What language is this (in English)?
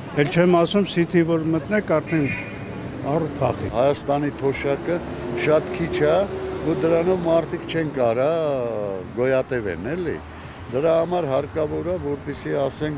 Armenian